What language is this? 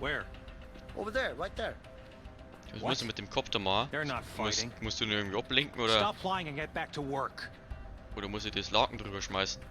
Bavarian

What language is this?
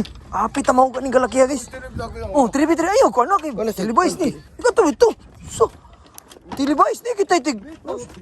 Cebuano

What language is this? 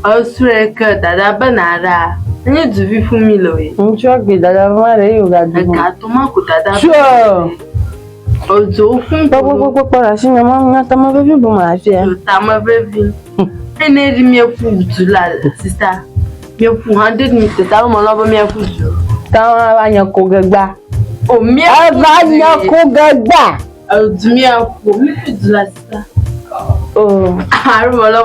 Ewe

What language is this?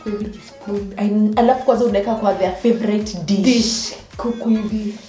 Swahili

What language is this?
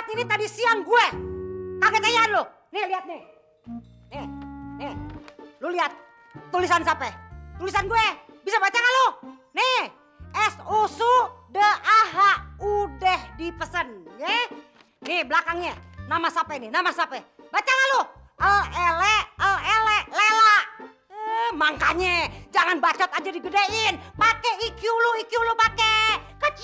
Betawi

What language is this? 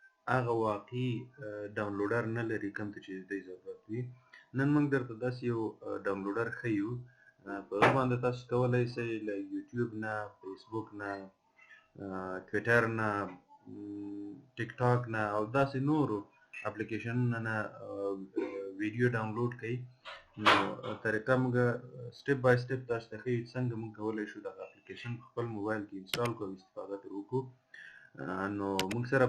Pashto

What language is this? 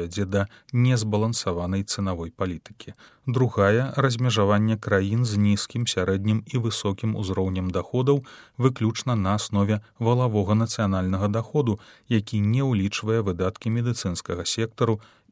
Belarusian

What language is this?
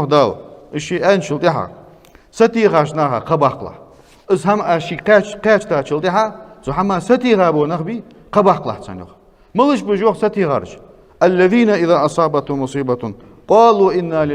Ingush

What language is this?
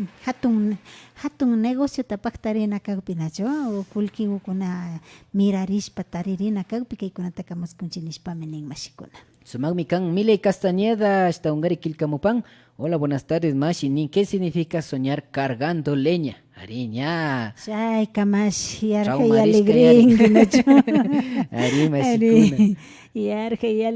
Imbabura Highland Quichua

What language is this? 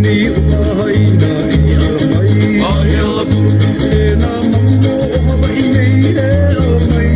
Hawaiian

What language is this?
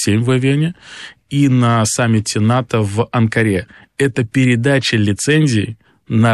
Russian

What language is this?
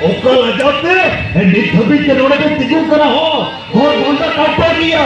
Santali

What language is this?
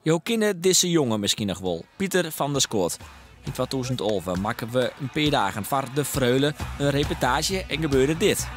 Western Frisian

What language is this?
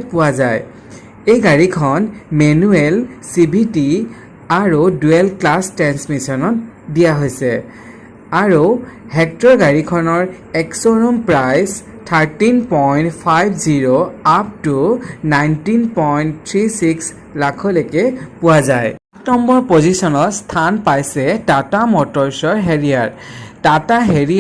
Assamese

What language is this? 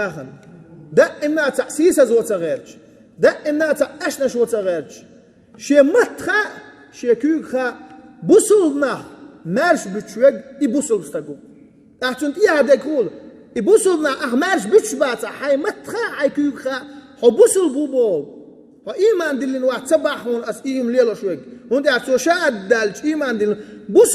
Chechen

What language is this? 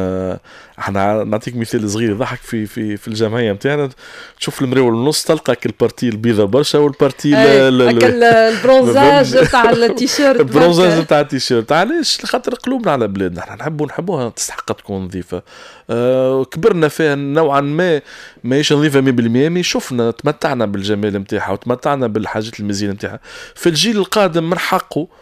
Tunisian Arabic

